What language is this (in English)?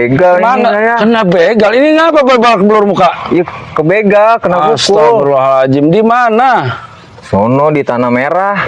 Betawi